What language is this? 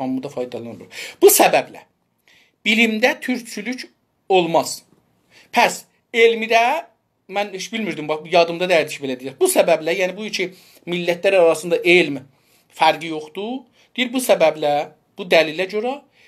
South Azerbaijani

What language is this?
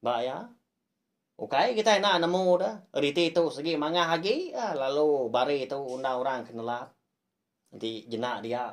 Iban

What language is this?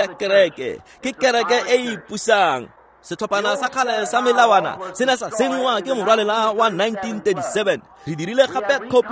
Tswana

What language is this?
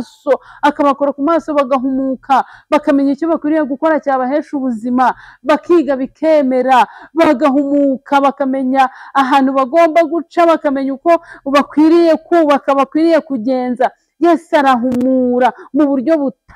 Kinyarwanda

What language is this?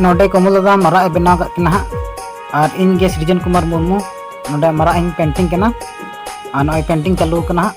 Santali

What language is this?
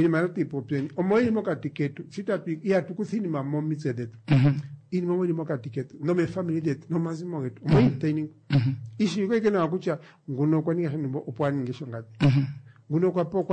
Kuanyama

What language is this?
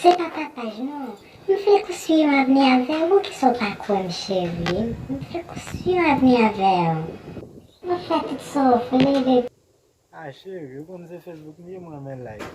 Haitian Creole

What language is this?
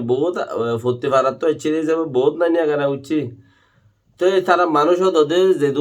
Rohingya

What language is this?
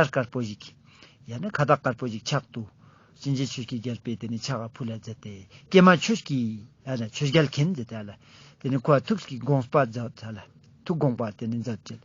Ladakhi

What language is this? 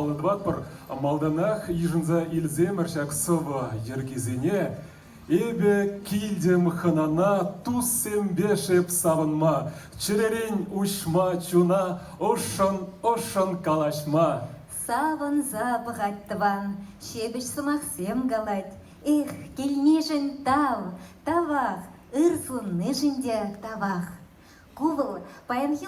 Chuvash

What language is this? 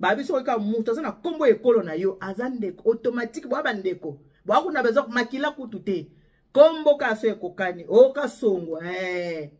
Lingala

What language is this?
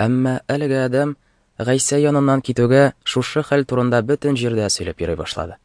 Tatar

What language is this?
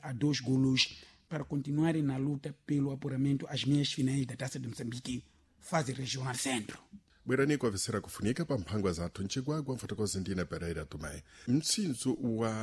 Sena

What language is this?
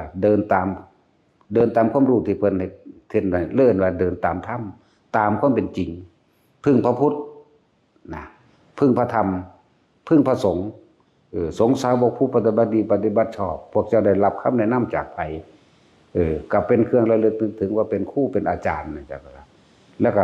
Northeastern Thai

